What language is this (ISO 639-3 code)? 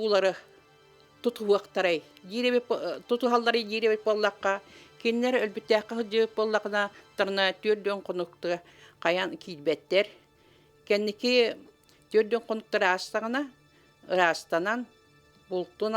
sah